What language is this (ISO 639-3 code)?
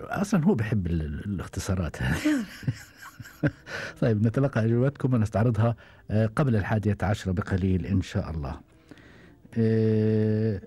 afb